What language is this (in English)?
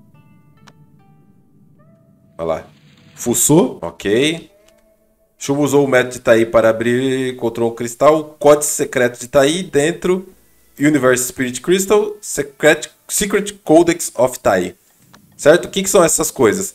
Portuguese